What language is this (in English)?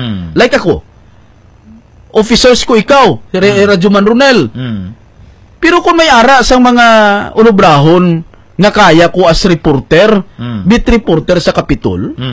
Hiligaynon